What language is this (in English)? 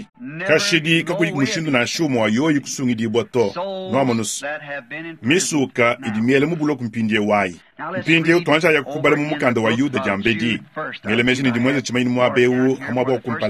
Luba-Lulua